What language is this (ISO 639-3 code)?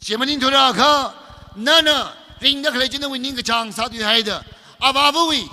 nmf